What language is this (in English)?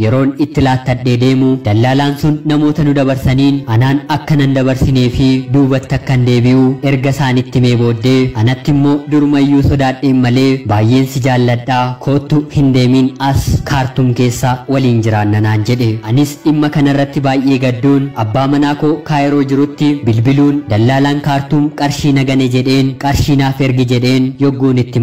Oromo